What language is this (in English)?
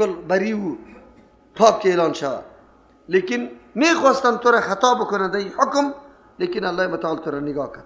Persian